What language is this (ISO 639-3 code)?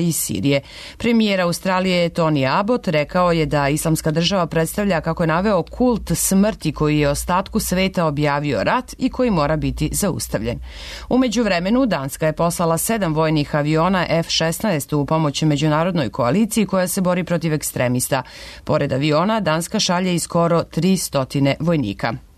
srp